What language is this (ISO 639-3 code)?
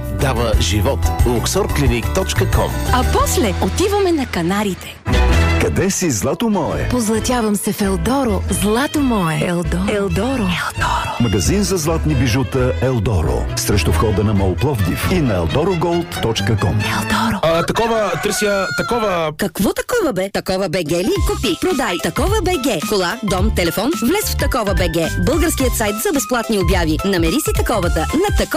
bul